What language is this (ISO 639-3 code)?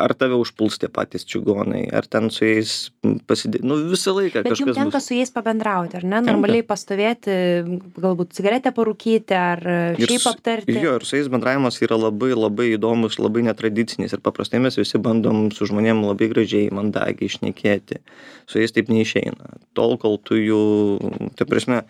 lit